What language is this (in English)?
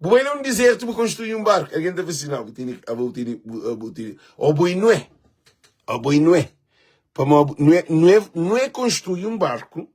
Kabuverdianu